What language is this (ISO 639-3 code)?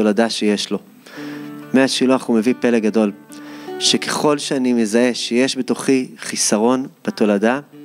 heb